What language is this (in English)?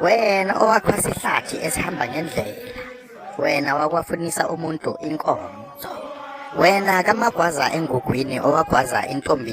Zulu